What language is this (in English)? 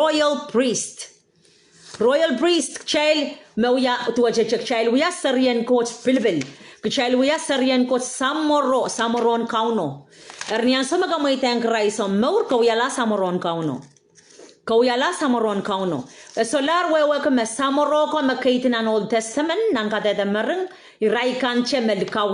Pohnpeian